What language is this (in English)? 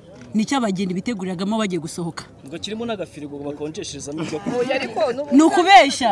Kinyarwanda